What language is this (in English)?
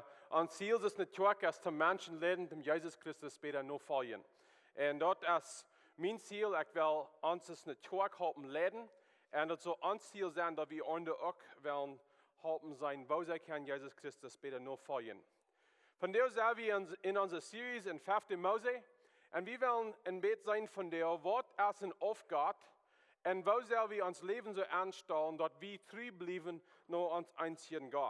Plautdietsch